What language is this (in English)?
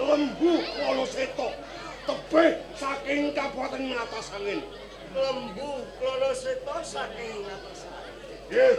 Javanese